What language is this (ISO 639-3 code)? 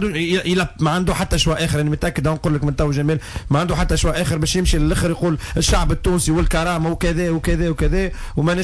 aeb